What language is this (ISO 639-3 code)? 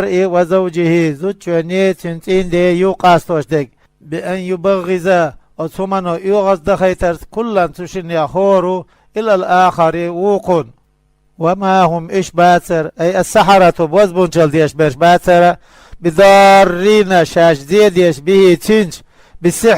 che